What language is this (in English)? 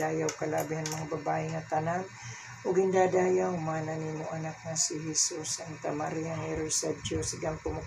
Waray